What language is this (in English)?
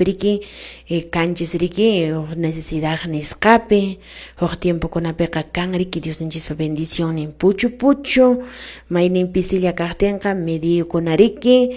Quechua